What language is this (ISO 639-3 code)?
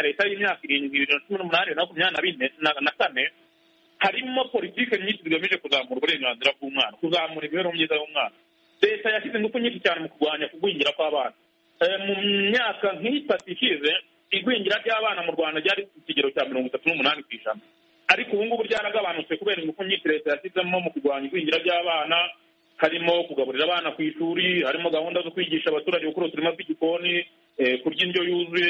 kin